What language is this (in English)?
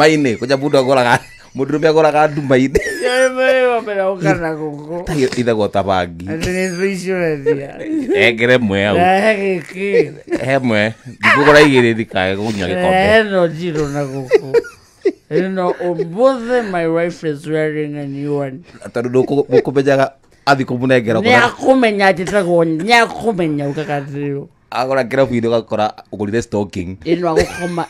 Kikuyu